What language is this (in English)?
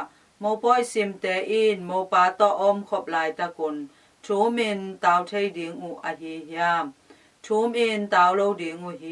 Tedim Chin